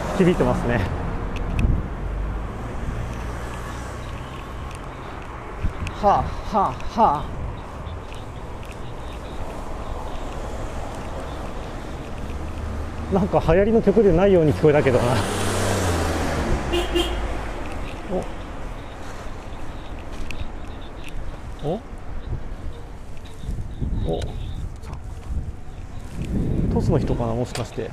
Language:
Japanese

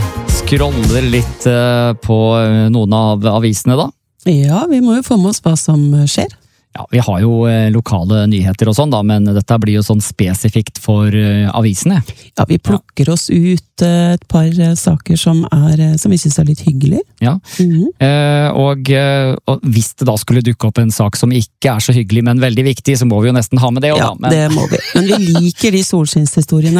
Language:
Norwegian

